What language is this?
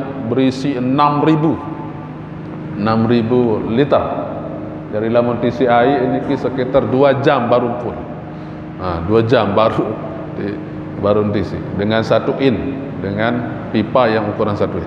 Sasak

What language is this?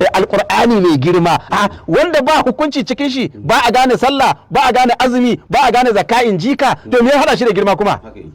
Hausa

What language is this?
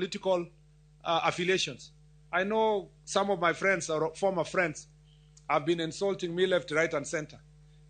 Luo (Kenya and Tanzania)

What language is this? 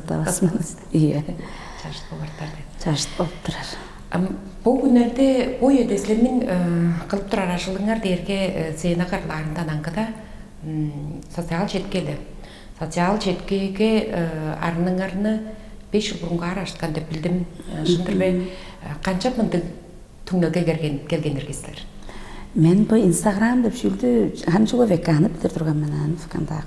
Tuvinian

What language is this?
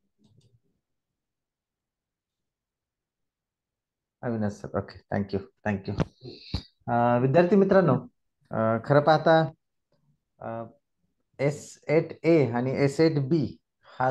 Marathi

